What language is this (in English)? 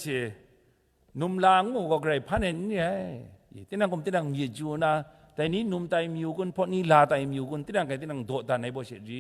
Kachin